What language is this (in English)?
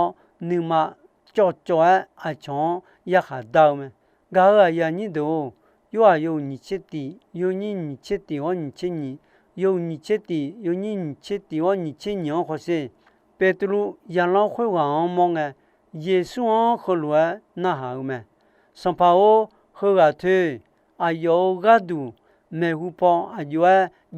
Akha